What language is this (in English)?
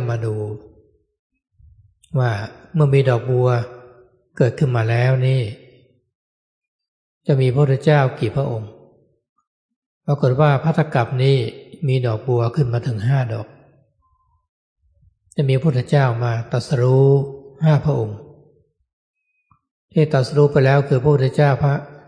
Thai